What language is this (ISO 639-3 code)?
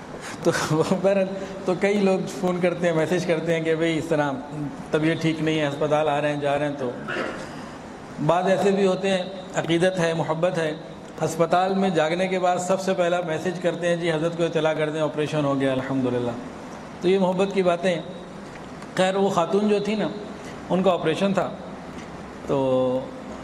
urd